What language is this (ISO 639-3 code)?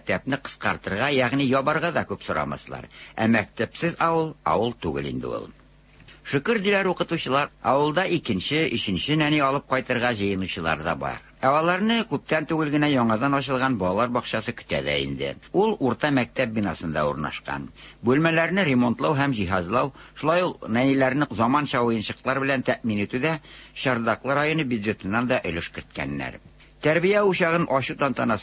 tat